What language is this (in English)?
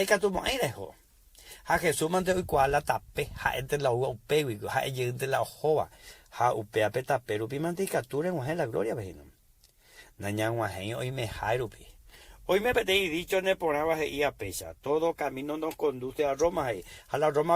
Guarani